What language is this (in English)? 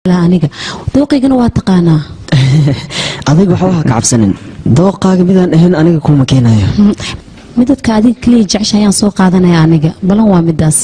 Somali